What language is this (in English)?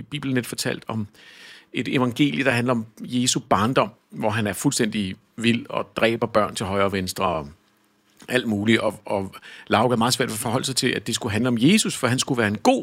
Danish